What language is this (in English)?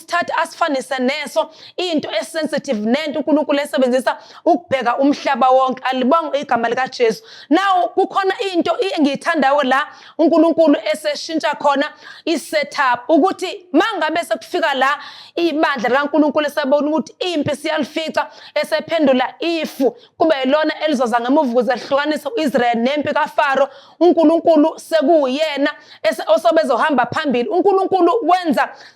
Zulu